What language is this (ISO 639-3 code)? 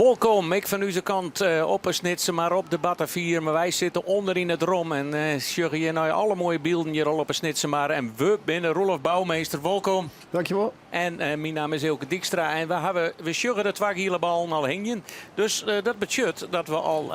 fry